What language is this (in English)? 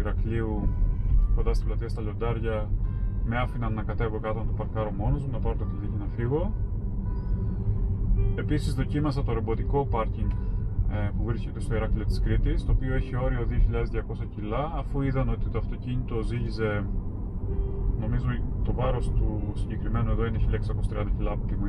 Greek